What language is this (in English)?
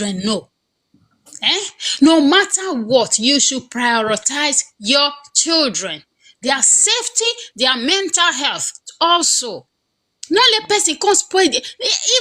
Nigerian Pidgin